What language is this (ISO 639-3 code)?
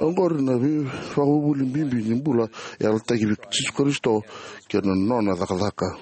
fij